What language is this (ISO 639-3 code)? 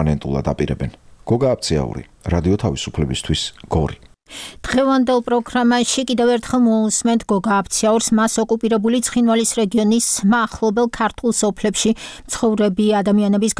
kat